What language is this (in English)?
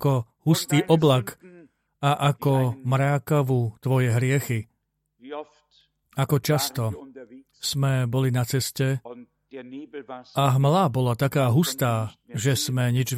Slovak